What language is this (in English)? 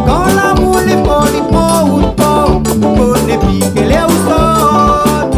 Réunion Creole French